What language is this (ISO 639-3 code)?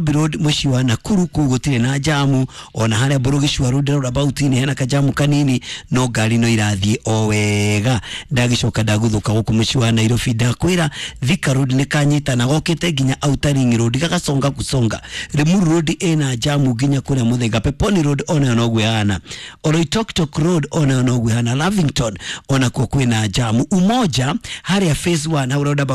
kik